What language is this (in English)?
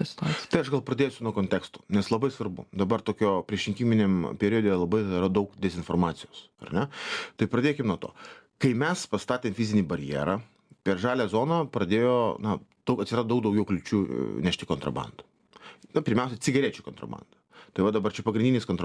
Lithuanian